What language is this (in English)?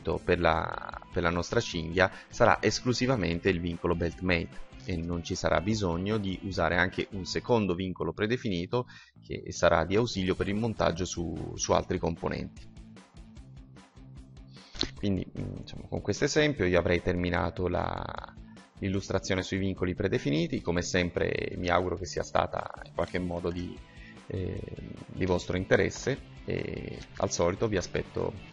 Italian